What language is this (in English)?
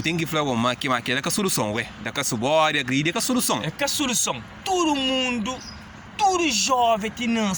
Kabuverdianu